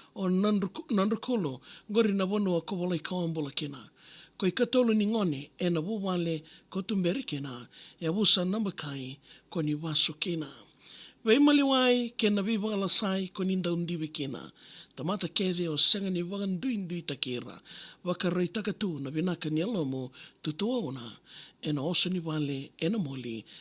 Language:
Fijian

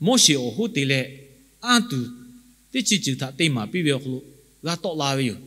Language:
Lahu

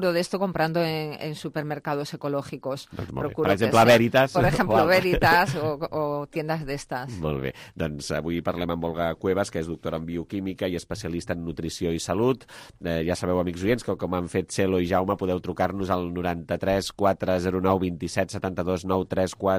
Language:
Catalan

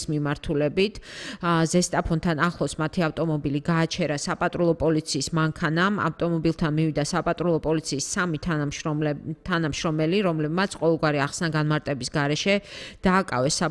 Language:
Georgian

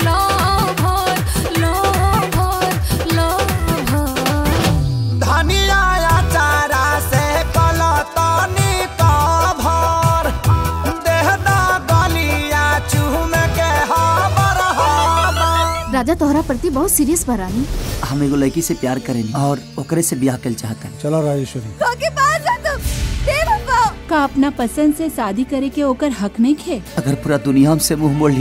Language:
Bhojpuri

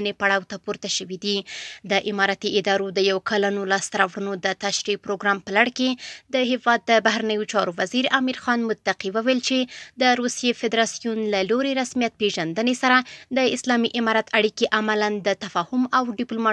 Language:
Pashto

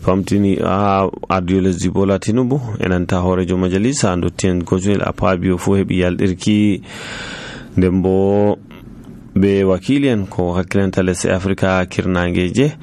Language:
Nigerian Fulfulde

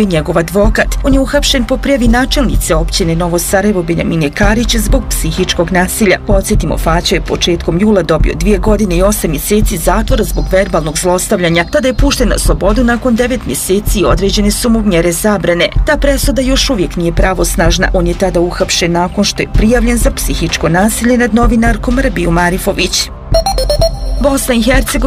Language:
Bosnian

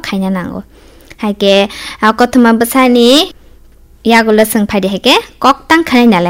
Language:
Kok Borok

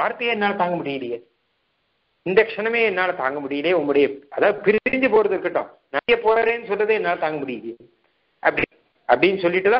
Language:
Tamil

